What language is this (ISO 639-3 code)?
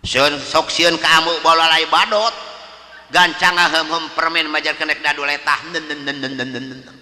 sun